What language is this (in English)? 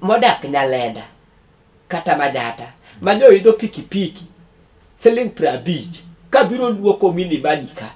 Luo (Kenya and Tanzania)